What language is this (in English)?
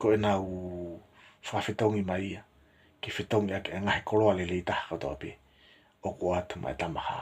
Tongan